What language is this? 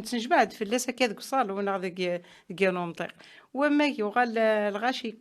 Kabyle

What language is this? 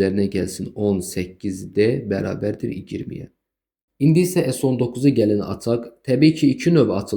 Azerbaijani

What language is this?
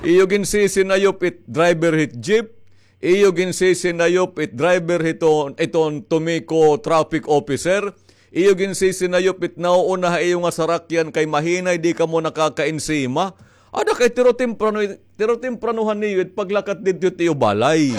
Waray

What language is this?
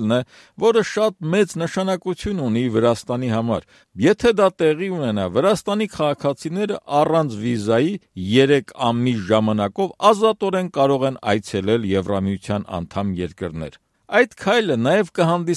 Armenian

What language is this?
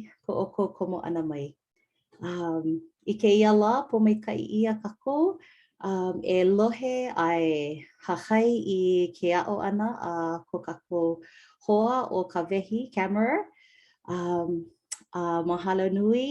Hawaiian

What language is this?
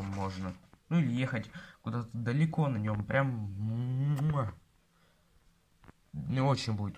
Russian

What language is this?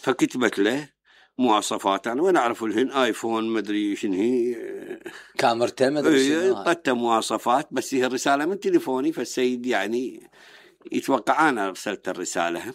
Mesopotamian Arabic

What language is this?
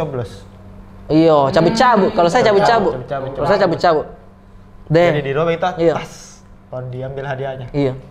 Makassar Malay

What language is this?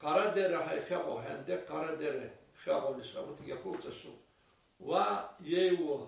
Abkhazian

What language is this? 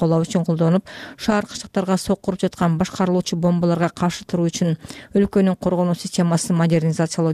Kyrgyz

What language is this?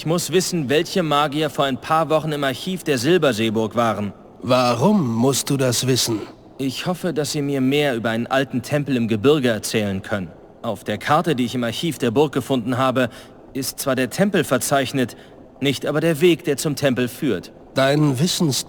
Bavarian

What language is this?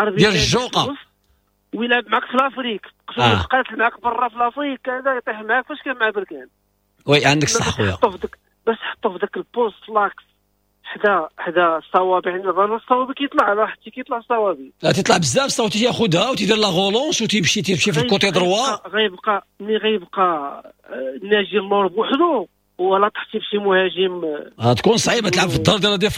Moroccan Arabic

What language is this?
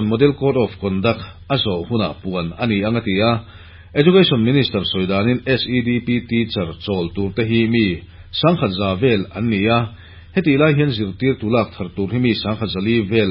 Mizo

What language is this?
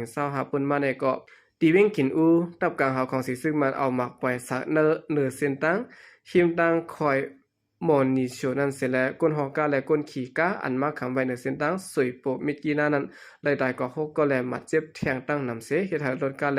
Shan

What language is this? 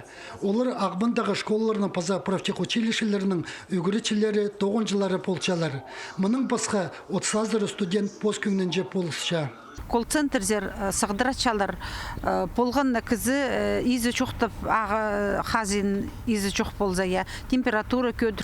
Khakas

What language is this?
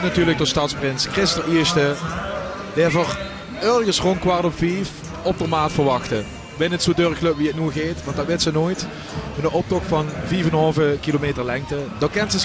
Limburgish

